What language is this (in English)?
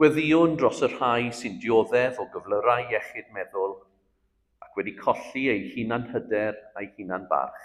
Welsh